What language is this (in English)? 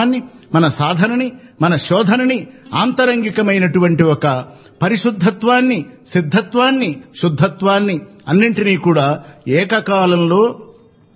Telugu